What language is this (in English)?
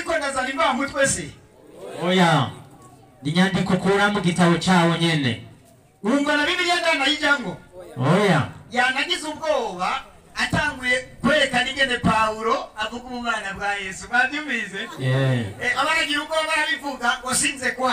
Rundi